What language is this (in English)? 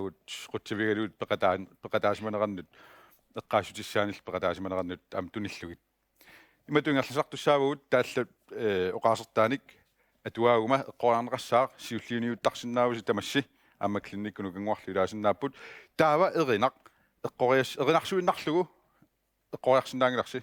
Kalaallisut